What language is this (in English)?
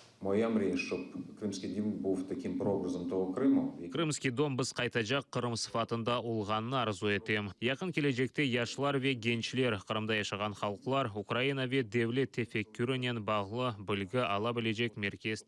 Crimean Tatar